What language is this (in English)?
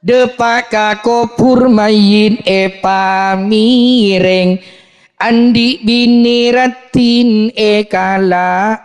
Madurese